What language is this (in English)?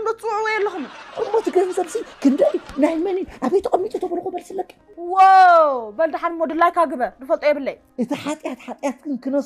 Tigrinya